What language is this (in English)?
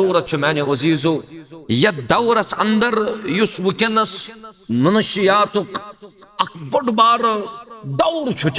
Kashmiri